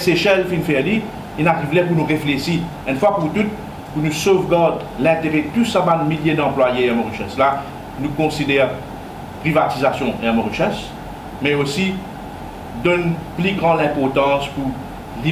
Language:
Morisyen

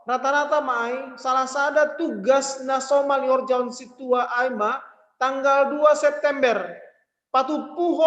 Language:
Batak Simalungun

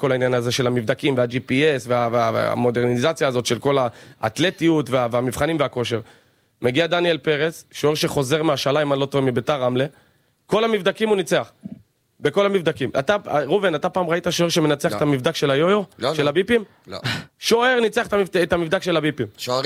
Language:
Hebrew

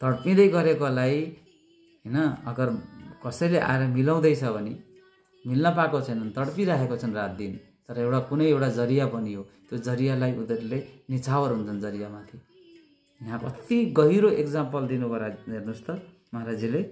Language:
Nepali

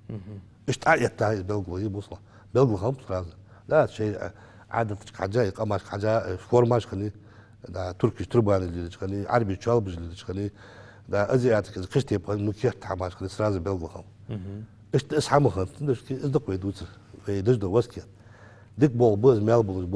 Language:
Ingush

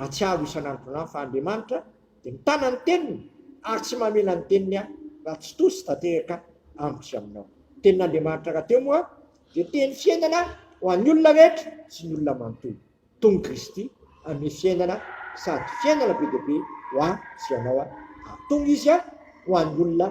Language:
Malagasy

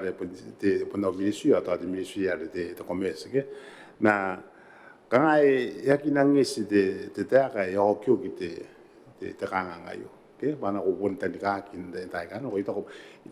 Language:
Gilbertese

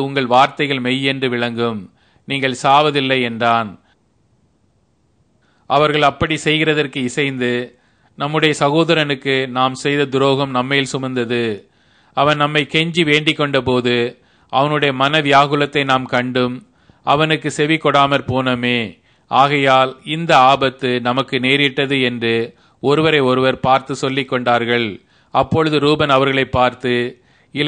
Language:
Tamil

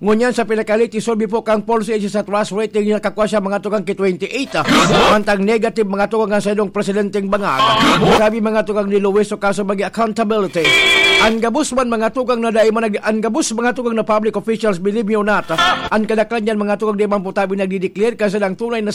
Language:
Bikol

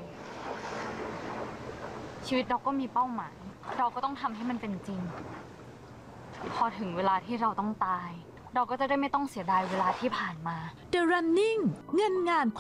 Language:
Thai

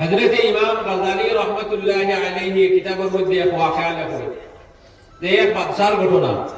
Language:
Sylheti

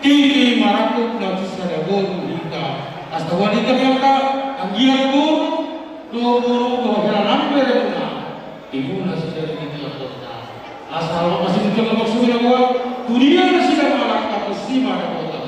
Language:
Batak Toba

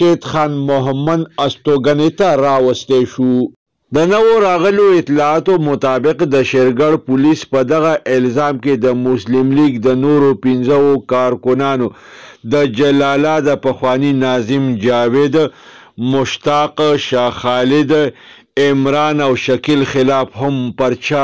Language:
Pashto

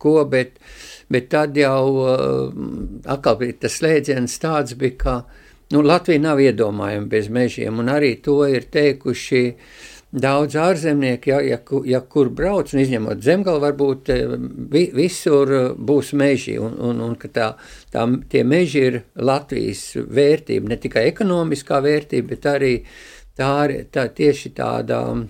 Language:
Latvian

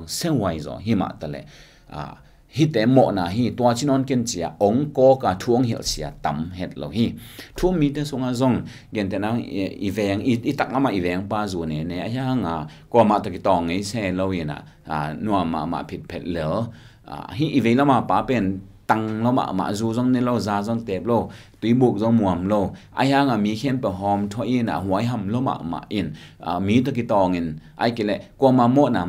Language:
Tedim Chin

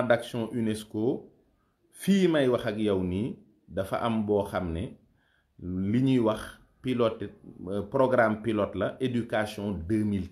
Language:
Wolof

